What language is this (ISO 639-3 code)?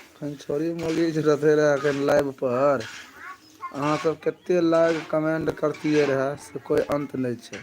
mai